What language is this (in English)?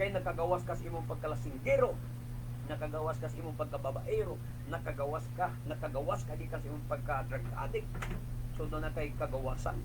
Cebuano